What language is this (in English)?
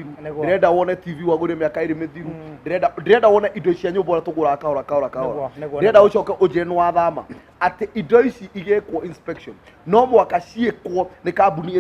Kikuyu